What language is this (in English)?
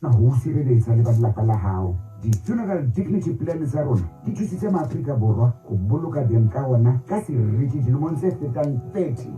Southern Sotho